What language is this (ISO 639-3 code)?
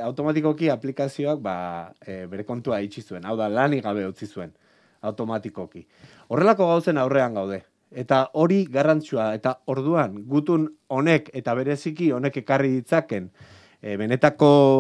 eus